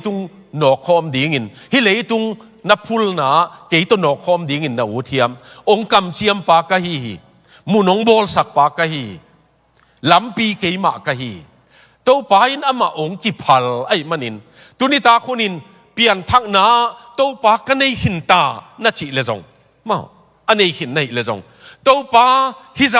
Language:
Tedim Chin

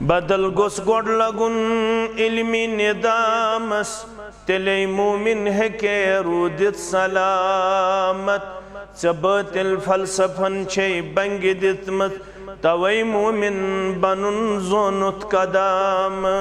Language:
Kashmiri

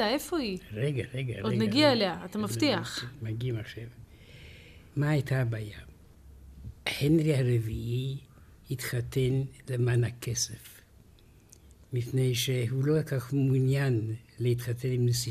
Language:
Hebrew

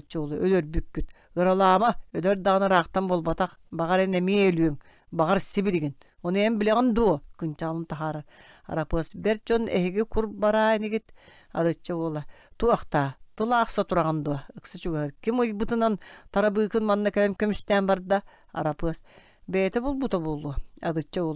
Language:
Yakut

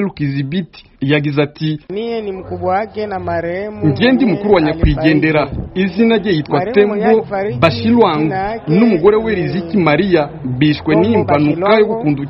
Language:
Kinyarwanda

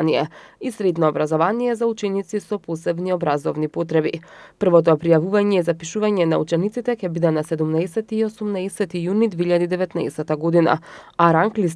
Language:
Macedonian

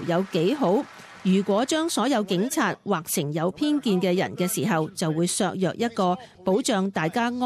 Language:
Cantonese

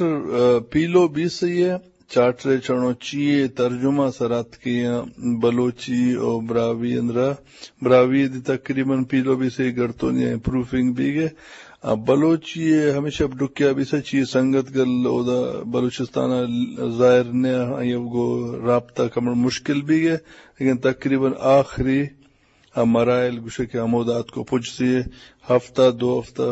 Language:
Eastern Balochi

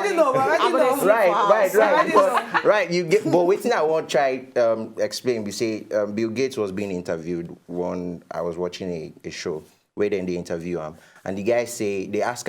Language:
Nigerian Pidgin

